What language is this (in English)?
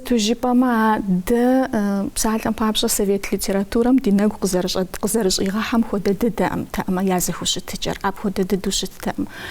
Kabardian